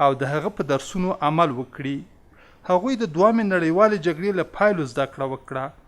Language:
Pashto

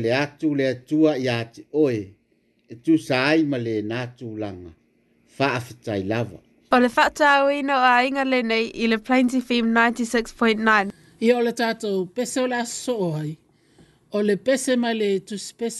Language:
Samoan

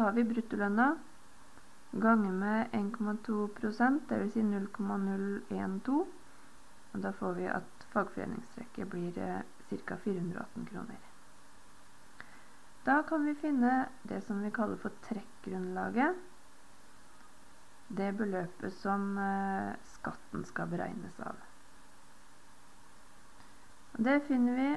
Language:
Norwegian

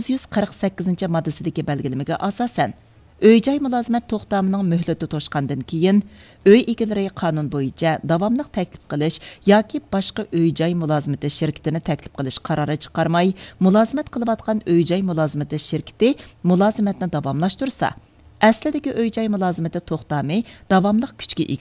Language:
Uyghur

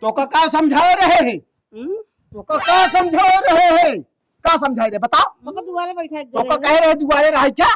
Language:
Awadhi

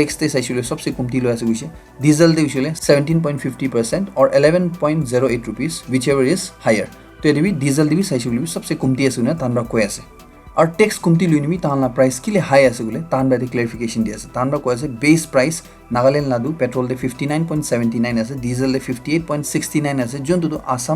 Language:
Naga Pidgin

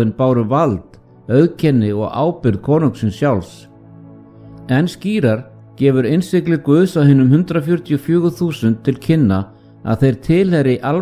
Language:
Icelandic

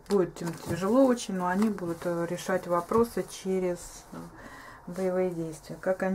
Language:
Russian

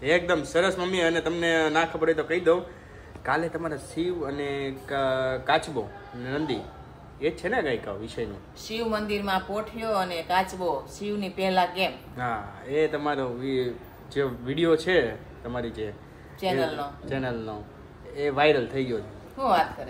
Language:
Gujarati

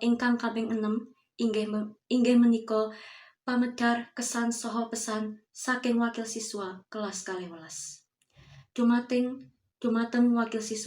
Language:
Javanese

